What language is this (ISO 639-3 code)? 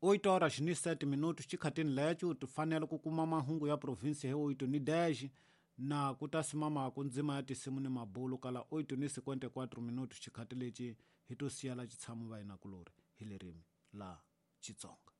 tso